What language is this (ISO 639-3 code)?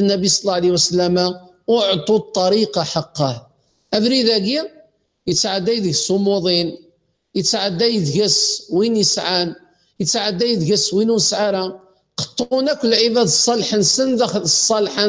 kab